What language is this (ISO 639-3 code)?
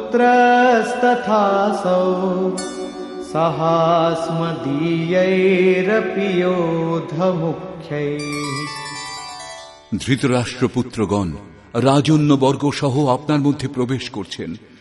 ben